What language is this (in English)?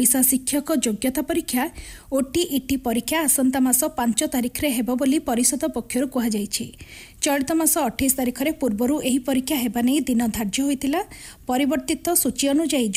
Odia